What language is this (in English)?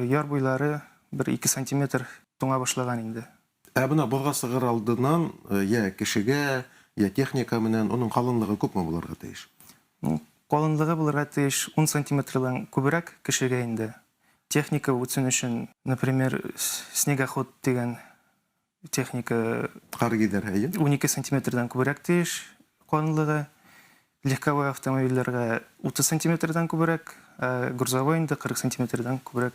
Bashkir